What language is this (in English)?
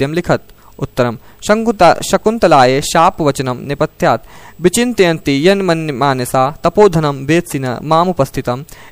Sanskrit